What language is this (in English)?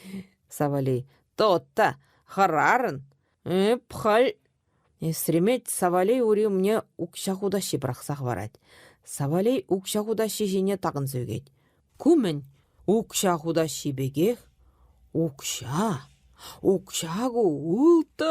Chuvash